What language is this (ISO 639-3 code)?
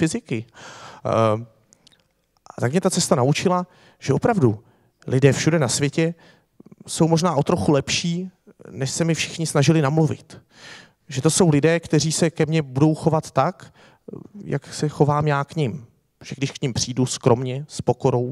ces